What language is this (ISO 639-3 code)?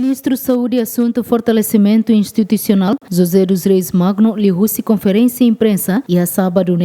tet